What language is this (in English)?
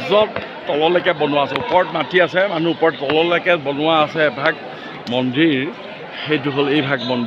Assamese